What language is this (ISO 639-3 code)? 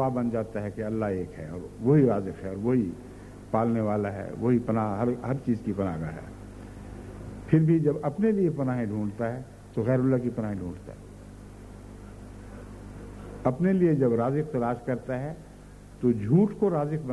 urd